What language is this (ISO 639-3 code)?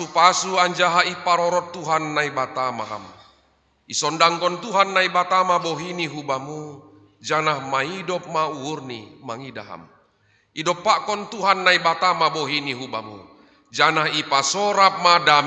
bts